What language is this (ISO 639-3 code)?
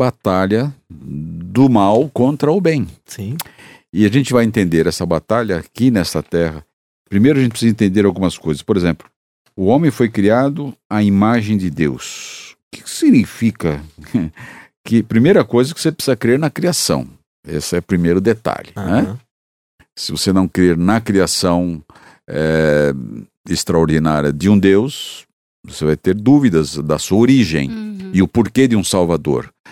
por